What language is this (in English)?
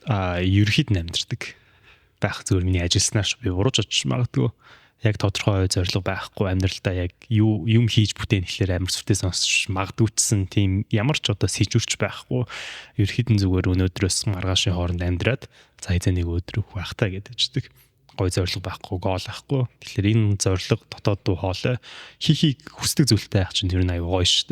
Mongolian